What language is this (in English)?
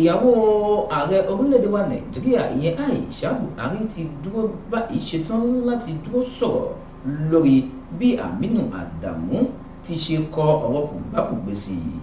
Yoruba